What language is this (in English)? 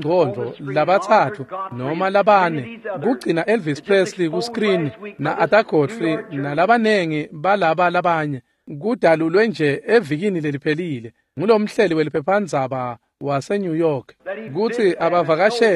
Swati